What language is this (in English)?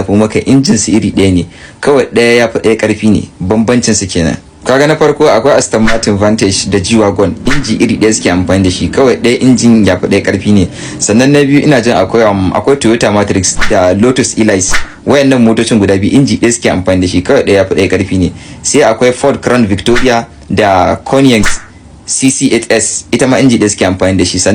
Hausa